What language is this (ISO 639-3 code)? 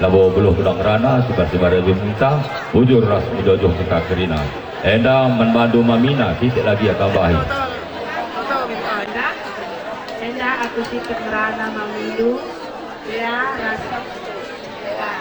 btx